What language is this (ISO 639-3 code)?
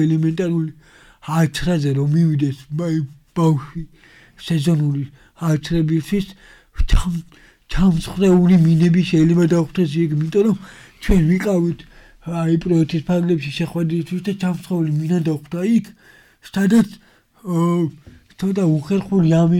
kat